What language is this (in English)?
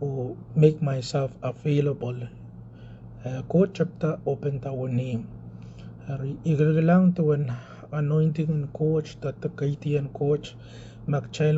Pohnpeian